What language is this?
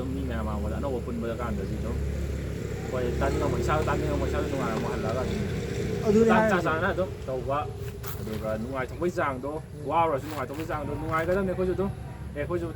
Manipuri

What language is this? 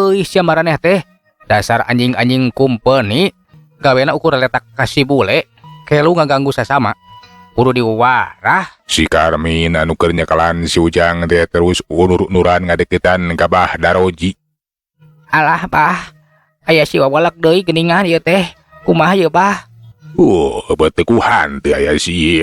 Sundanese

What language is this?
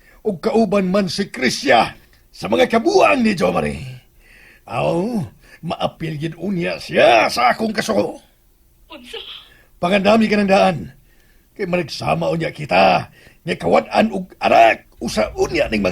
Cebuano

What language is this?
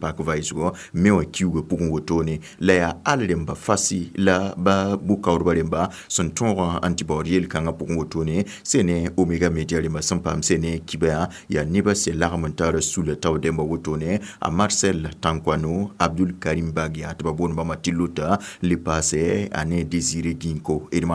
Mossi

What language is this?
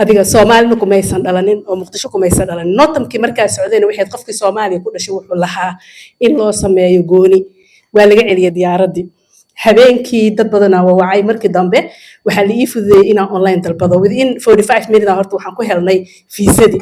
Somali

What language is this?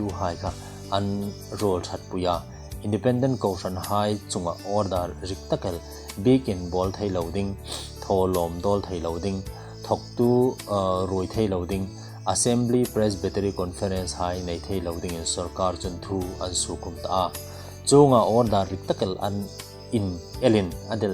Hmar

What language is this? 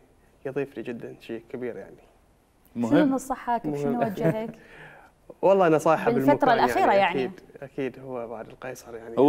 Mesopotamian Arabic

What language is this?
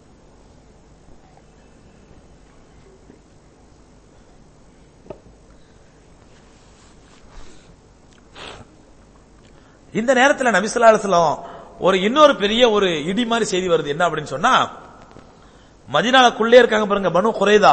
Tamil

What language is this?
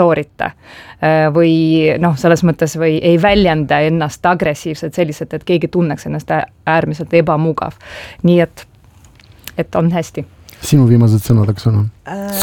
Estonian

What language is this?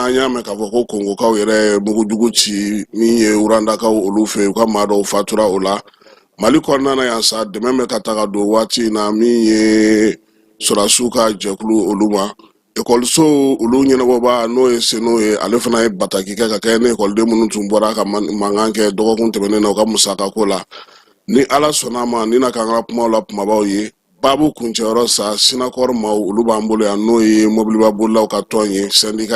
Bambara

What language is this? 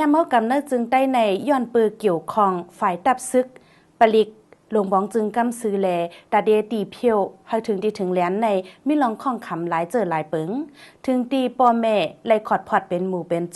Shan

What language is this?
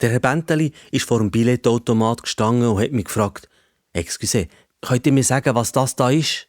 Swiss German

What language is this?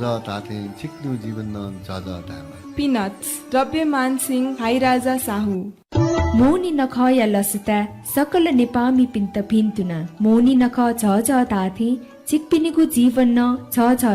Newari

